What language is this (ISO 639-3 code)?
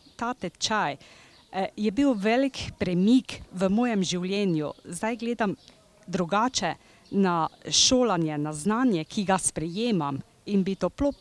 slv